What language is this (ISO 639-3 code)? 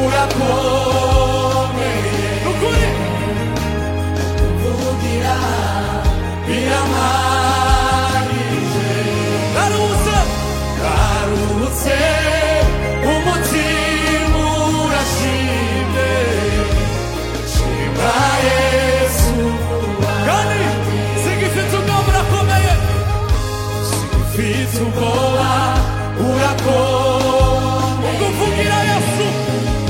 kin